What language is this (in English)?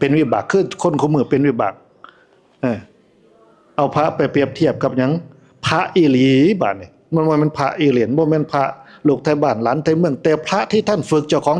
Northeastern Thai